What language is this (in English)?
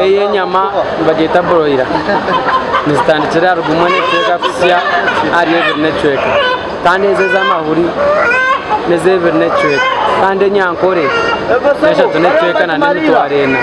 Nyankole